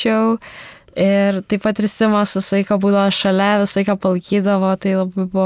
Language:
Lithuanian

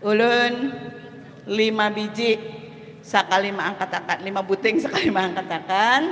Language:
Banjar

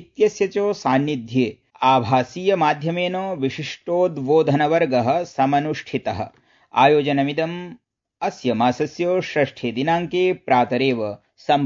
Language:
Sanskrit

